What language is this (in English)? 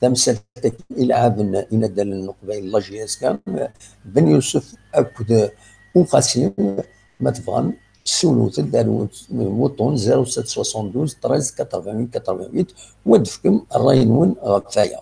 Kabyle